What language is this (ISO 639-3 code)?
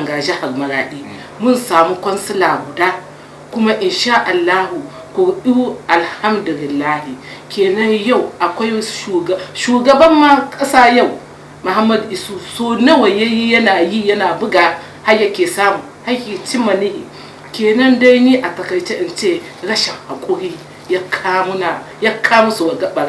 hau